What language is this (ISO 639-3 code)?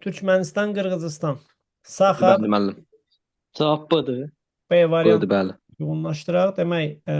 aze